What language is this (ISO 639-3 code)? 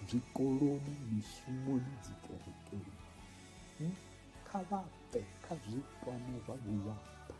ven